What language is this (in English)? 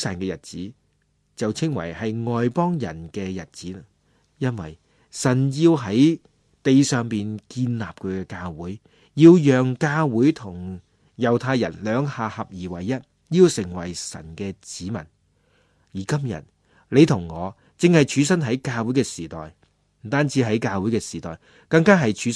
Cantonese